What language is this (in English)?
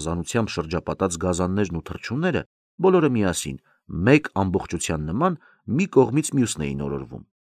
Armenian